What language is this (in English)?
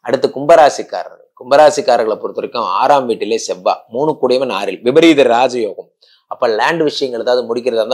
Tamil